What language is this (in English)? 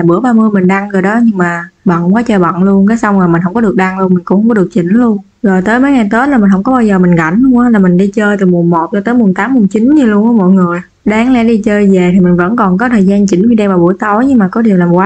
Vietnamese